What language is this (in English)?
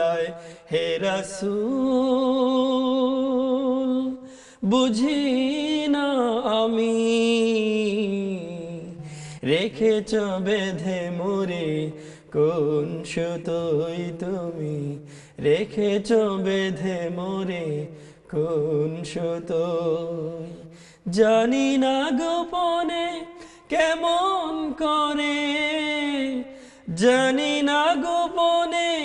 Bangla